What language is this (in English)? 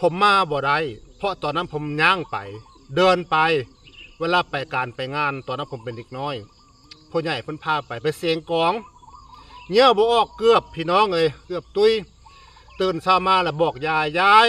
Northeastern Thai